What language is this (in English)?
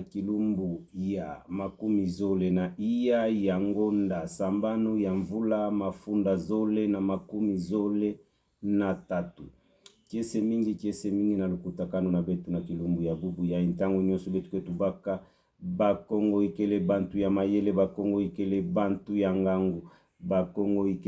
Kituba (Democratic Republic of Congo)